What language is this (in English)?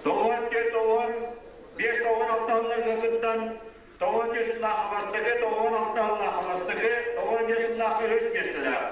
Yakut